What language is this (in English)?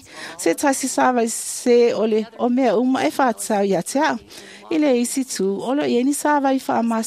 Samoan